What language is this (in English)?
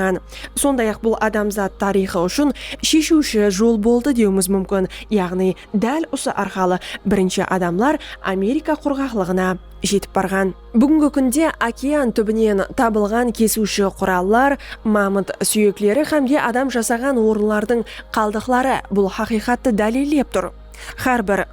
Kara-Kalpak